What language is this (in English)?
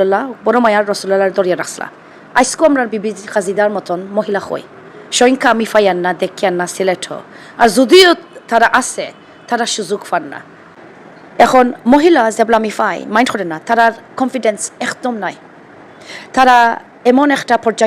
Sylheti